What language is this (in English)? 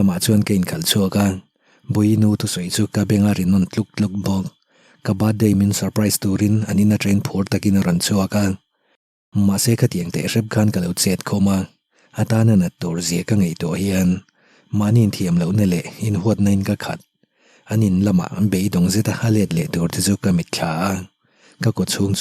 Mizo